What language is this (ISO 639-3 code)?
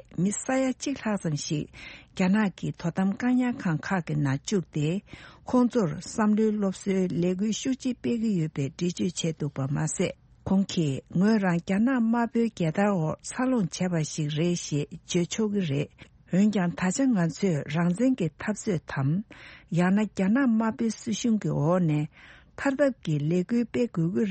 bod